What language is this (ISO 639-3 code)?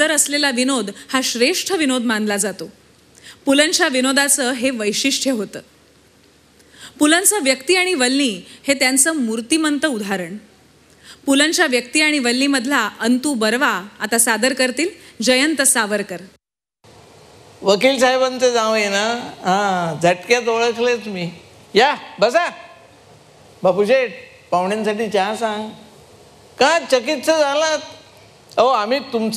mar